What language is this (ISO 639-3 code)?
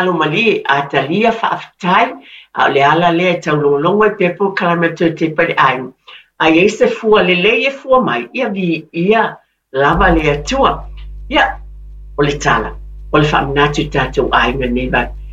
smo